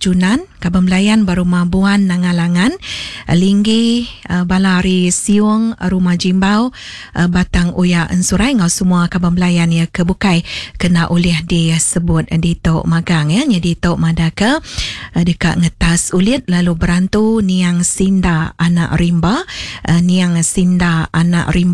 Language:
Iban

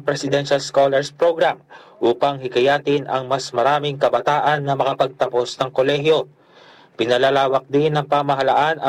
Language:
Filipino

